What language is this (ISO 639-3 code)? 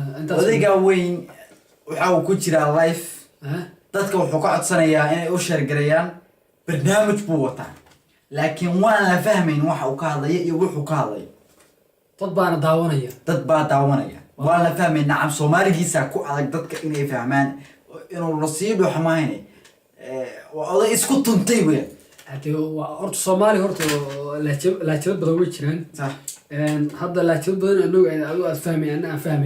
som